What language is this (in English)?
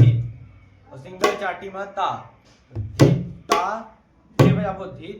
Chhattisgarhi